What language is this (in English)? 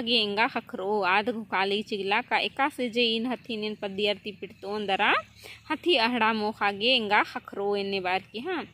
Kurukh